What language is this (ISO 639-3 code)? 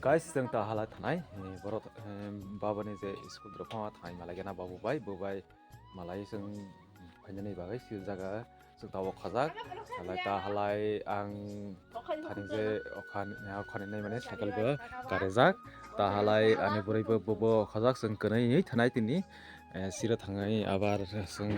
trp